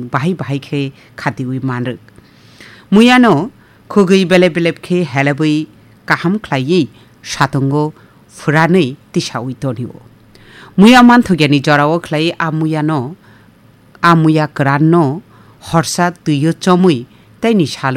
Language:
Kok Borok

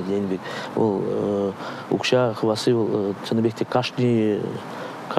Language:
Chuvash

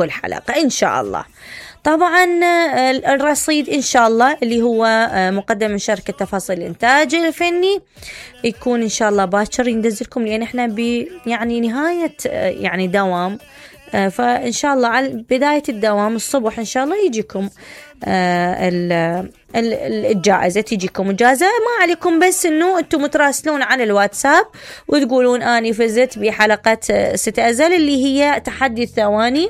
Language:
Mesopotamian Arabic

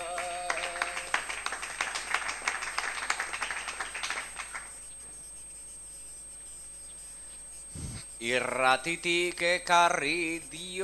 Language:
Basque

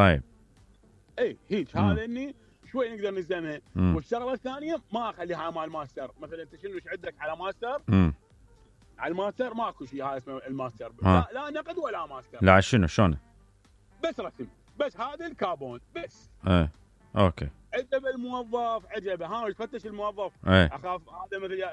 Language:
Mesopotamian Arabic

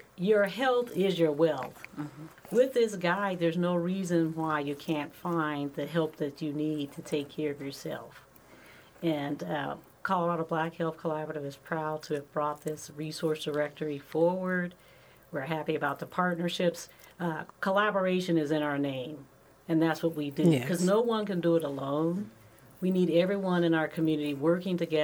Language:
English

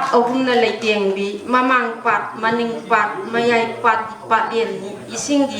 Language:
Manipuri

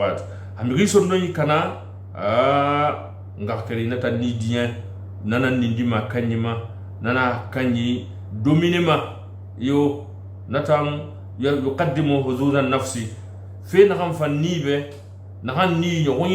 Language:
Susu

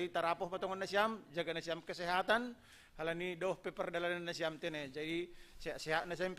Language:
Batak Simalungun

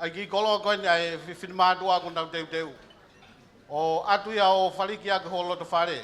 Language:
Tongan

